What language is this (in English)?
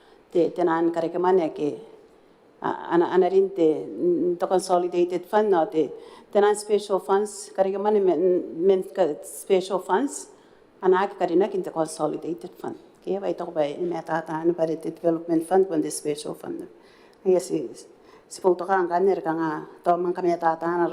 Gilbertese